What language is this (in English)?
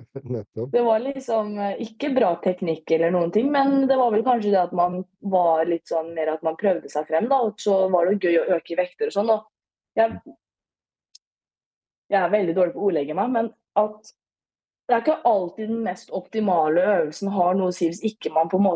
Norwegian